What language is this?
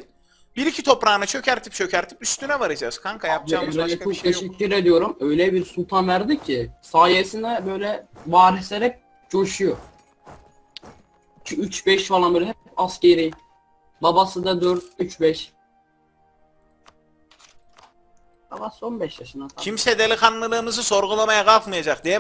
Turkish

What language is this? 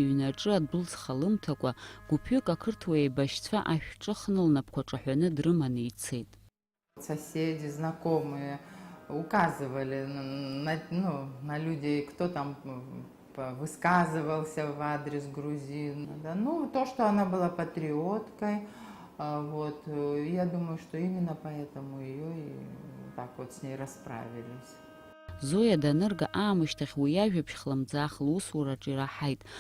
Abkhazian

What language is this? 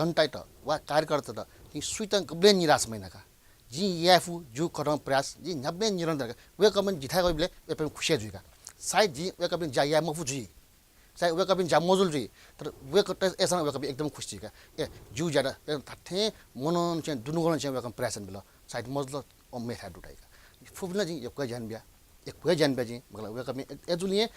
Newari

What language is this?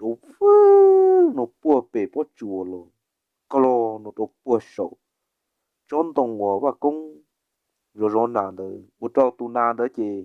Hmong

